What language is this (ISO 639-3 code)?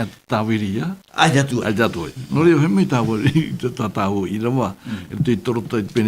tah